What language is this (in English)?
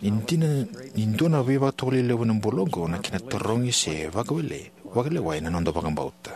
Fijian